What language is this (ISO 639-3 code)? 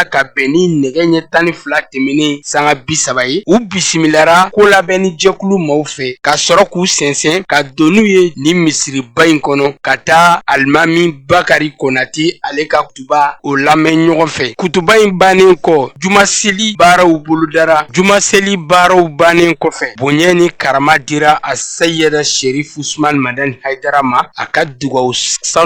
bam